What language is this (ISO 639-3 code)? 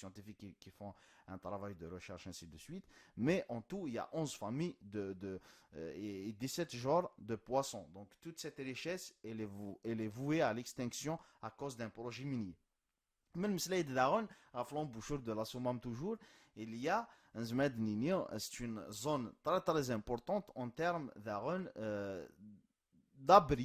kab